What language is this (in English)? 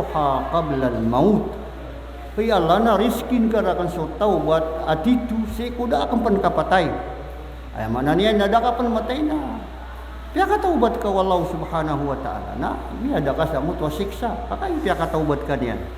Maranao